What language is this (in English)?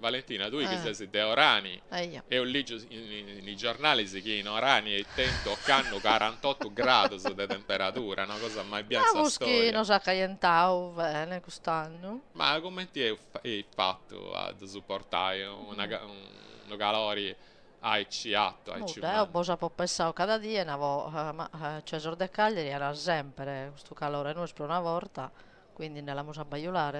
Sardinian